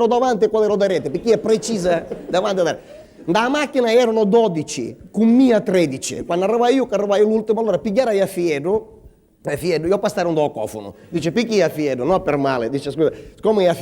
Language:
Sicilian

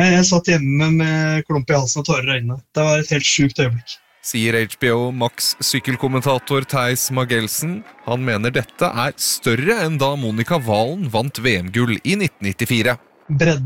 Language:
Norwegian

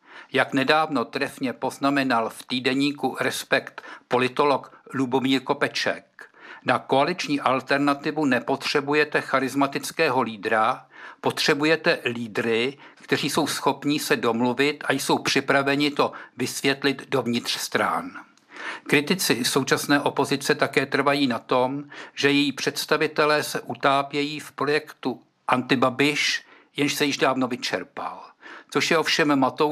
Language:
Czech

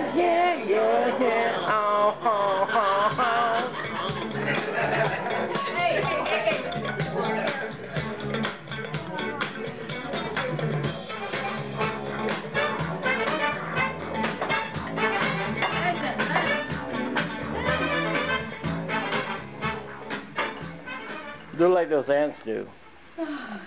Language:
English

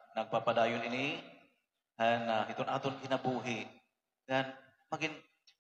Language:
Waray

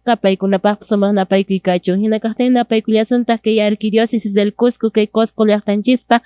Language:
Quechua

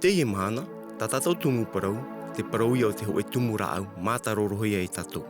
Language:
Tahitian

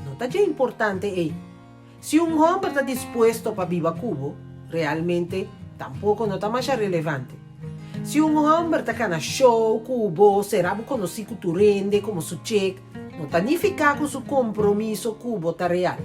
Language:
Papiamento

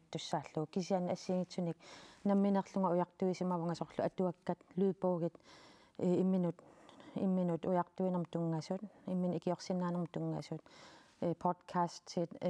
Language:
Kalaallisut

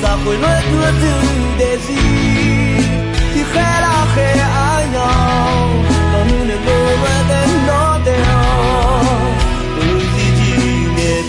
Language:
Akha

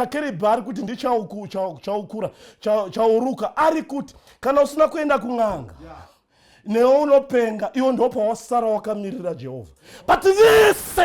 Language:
Shona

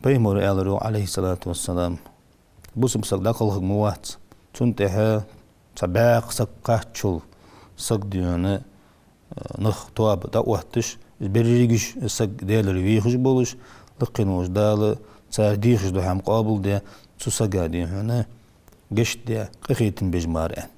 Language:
Ingush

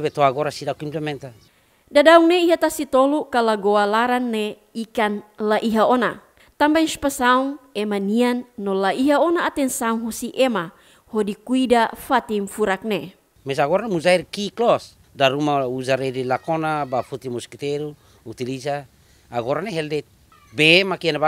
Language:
Tetum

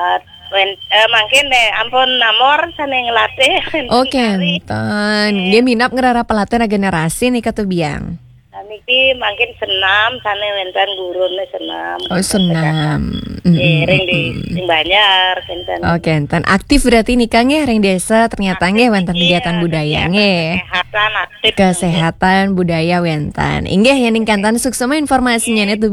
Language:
Balinese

